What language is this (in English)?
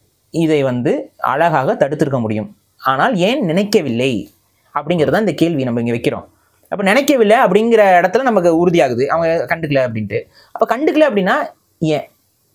Tamil